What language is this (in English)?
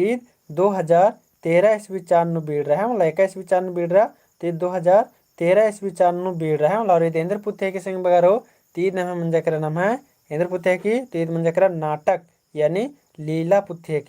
Kurukh